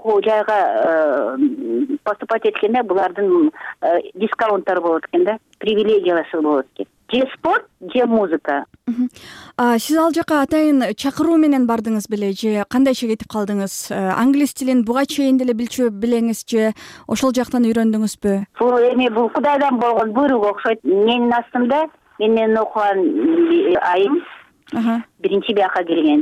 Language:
Kyrgyz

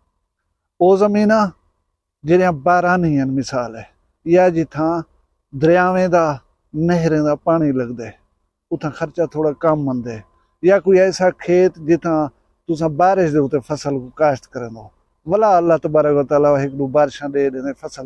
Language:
Saraiki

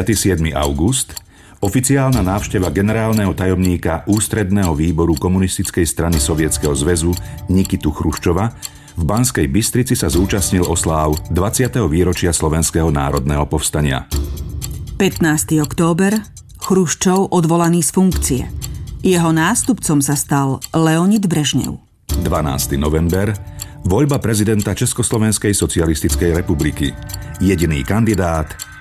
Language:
Slovak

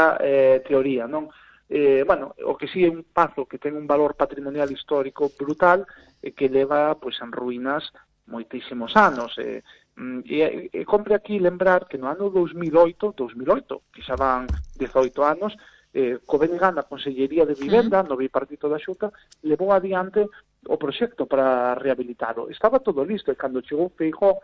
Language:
Galician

